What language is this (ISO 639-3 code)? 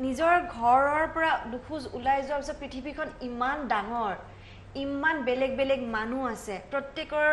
asm